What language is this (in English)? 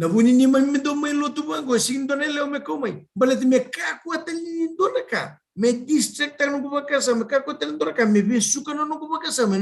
Fijian